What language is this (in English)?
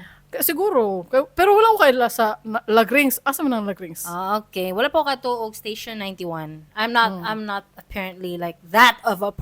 Cebuano